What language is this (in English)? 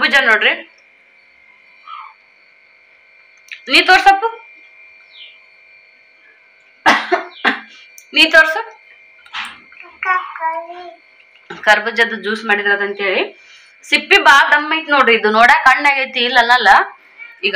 Kannada